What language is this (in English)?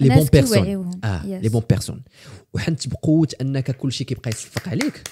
Moroccan Arabic